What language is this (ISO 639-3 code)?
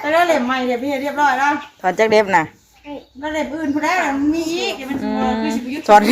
tts